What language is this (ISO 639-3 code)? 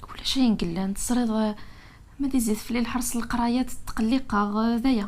kab